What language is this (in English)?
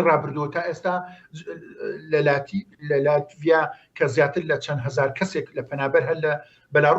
Central Kurdish